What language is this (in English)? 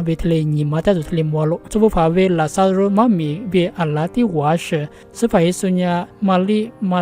Lisu